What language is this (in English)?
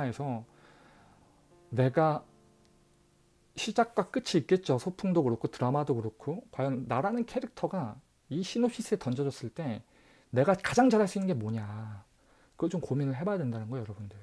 Korean